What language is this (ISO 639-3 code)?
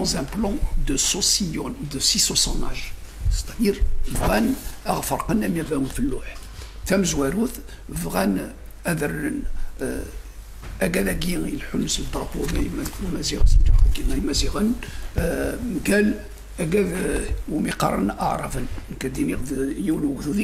kab